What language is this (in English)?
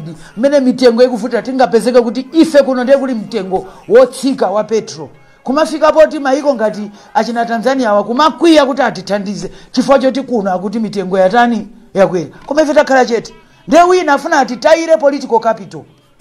Nyanja